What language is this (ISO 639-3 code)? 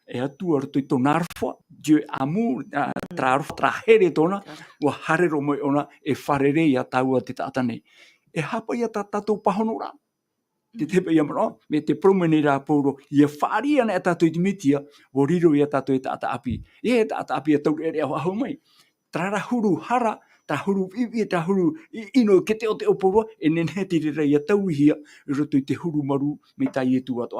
tah